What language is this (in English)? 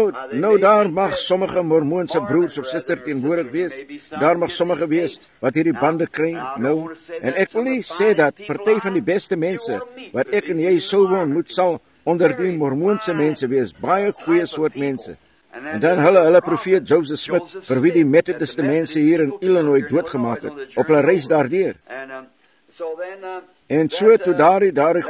Afrikaans